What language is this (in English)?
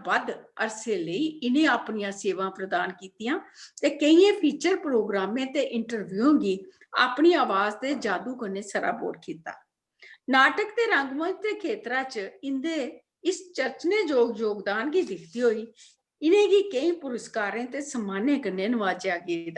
Dogri